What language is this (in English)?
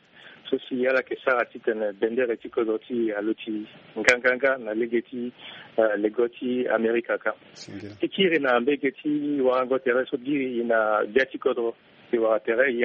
Sango